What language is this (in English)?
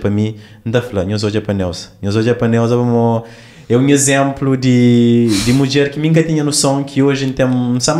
Kabuverdianu